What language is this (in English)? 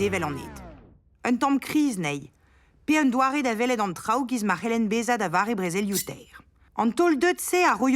Breton